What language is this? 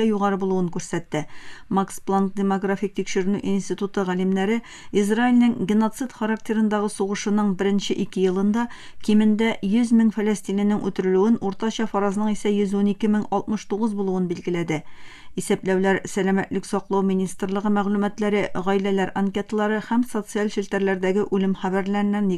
Tatar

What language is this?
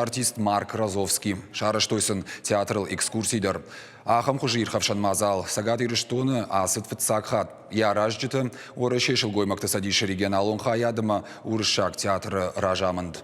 Ossetic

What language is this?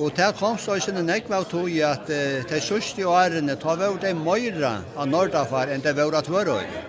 Faroese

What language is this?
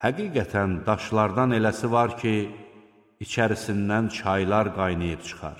Azerbaijani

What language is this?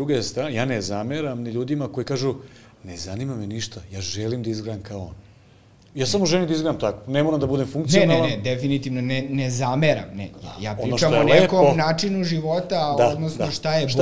Serbian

